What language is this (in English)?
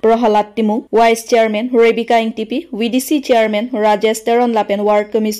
Karbi